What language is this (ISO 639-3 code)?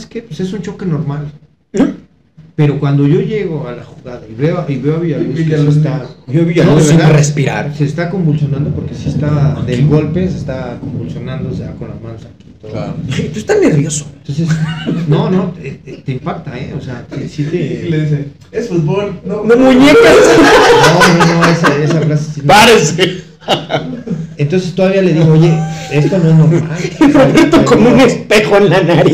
spa